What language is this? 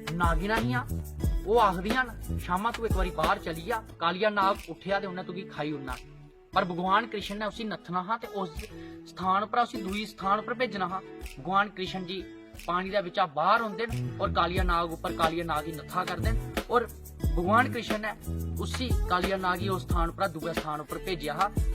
Dogri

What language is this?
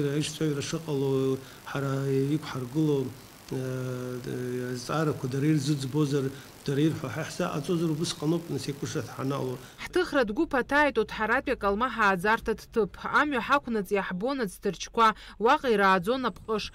Abkhazian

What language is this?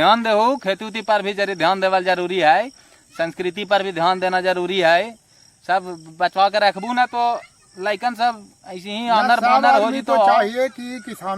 Magahi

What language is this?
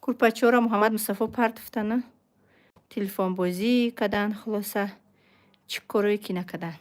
Tajik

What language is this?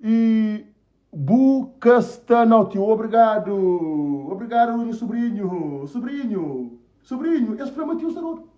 Kabuverdianu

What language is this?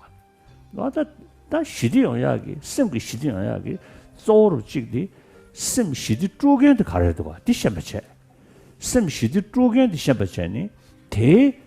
Tibetan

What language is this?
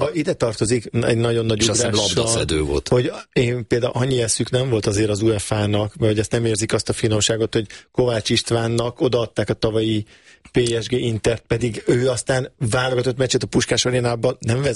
Hungarian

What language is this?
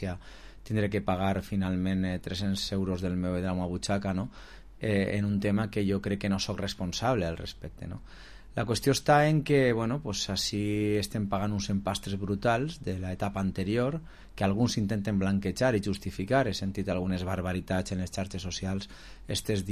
Catalan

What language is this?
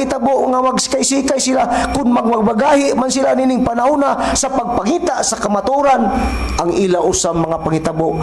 Cebuano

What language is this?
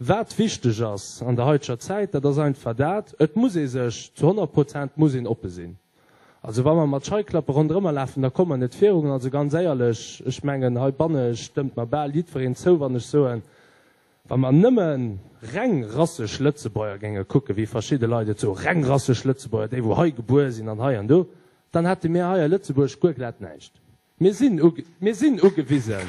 Luxembourgish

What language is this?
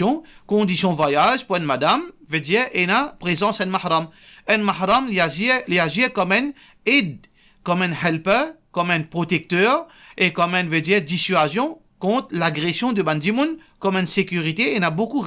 Morisyen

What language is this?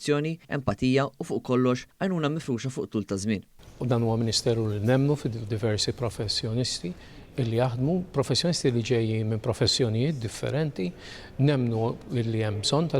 Maltese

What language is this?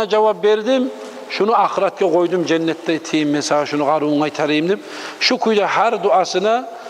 Kumyk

